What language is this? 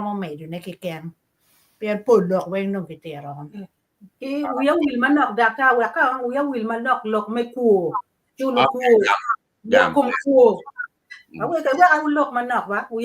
Acoli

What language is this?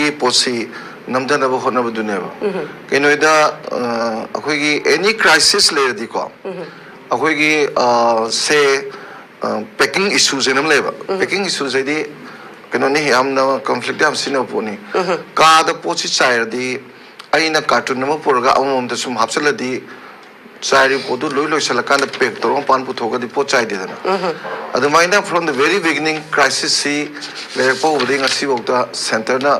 Manipuri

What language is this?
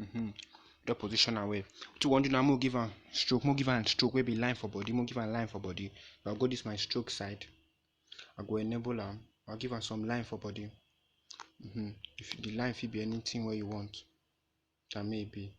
Nigerian Pidgin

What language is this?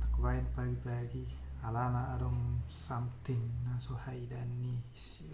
Batak Toba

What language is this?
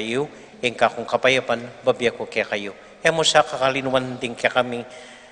Pampanga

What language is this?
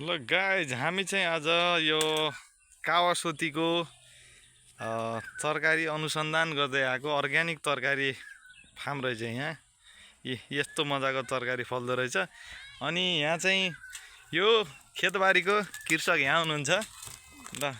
Nepali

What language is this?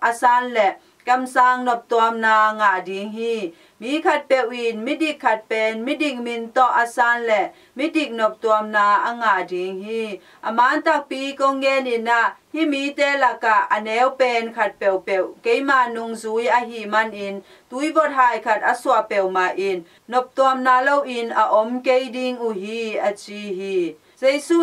Tedim Chin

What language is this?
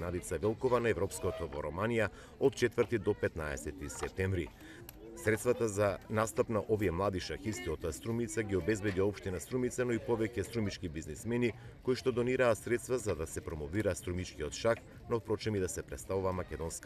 Macedonian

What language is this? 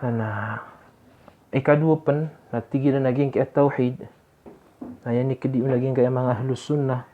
Maranao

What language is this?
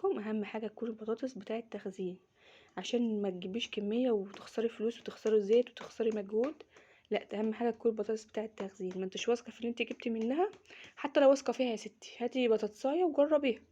Egyptian Arabic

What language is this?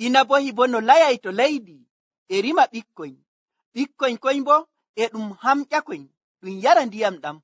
Nigerian Fulfulde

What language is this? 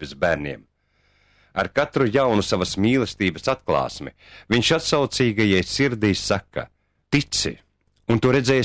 Latvian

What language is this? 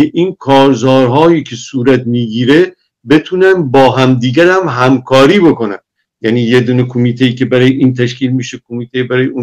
Persian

